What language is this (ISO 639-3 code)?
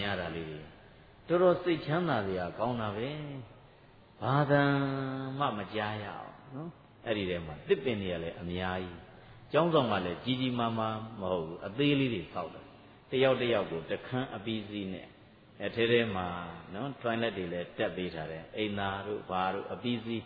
mya